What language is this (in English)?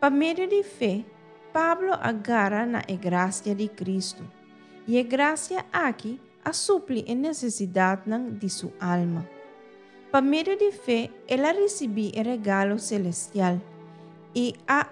Papiamento